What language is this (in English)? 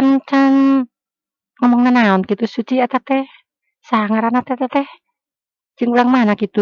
Sundanese